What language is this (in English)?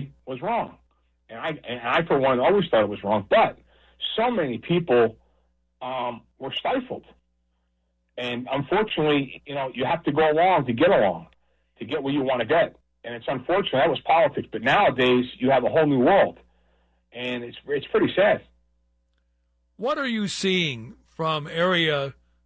English